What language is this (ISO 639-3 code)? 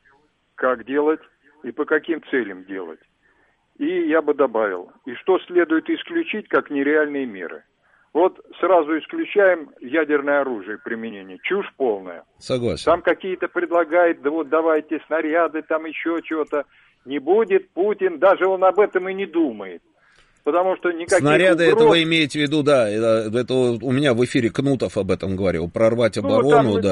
rus